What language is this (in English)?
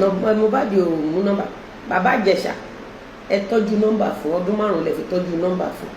Yoruba